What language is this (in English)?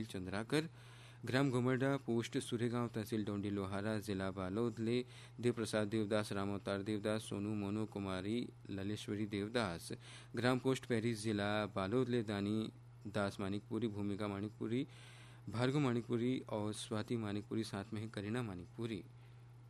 Chhattisgarhi